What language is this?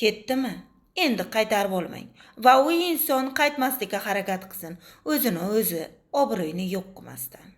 Uzbek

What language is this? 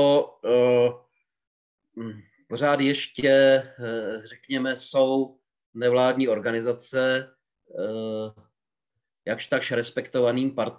Czech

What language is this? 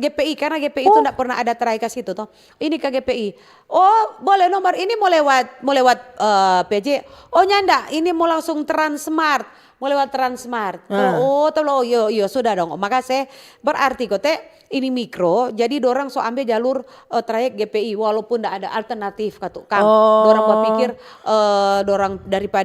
Manado Malay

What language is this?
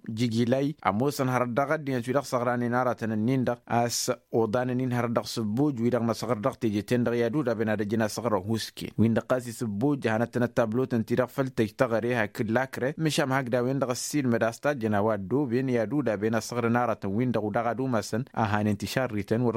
Tamasheq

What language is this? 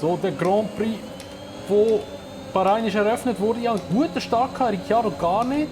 Swiss German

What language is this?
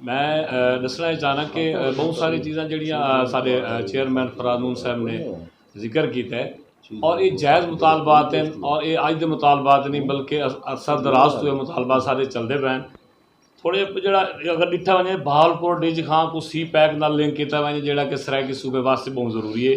Saraiki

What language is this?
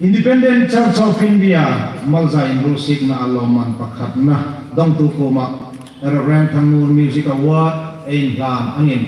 Hmar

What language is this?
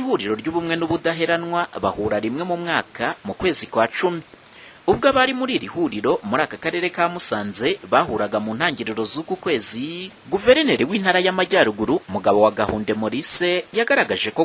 Kinyarwanda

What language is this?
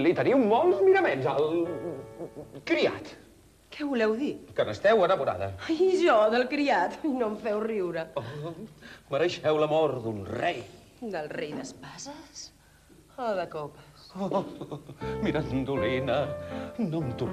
Catalan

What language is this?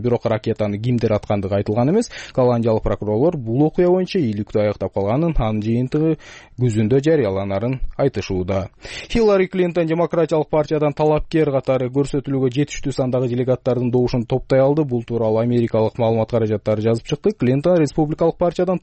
Kyrgyz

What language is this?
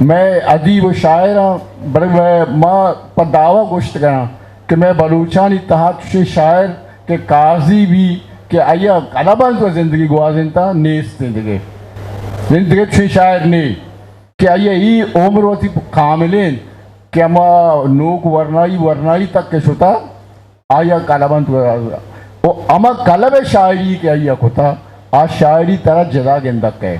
Eastern Balochi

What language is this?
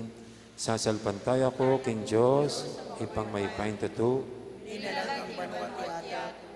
Pampanga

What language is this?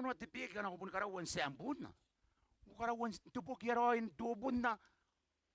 Gilbertese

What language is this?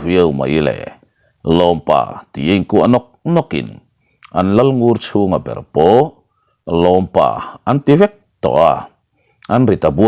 Mizo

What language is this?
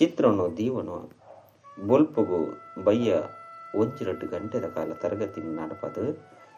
Tulu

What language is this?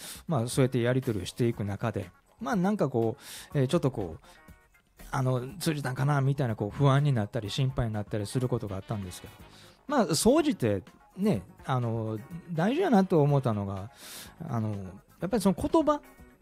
Japanese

